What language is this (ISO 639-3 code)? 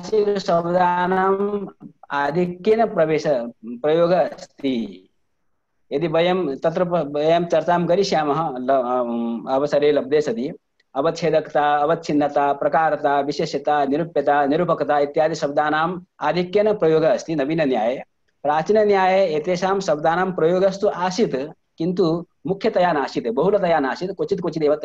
san